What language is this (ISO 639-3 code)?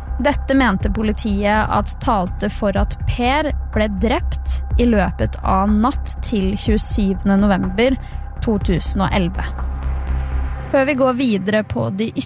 nor